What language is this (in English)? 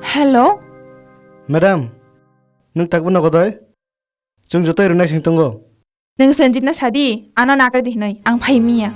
Kok Borok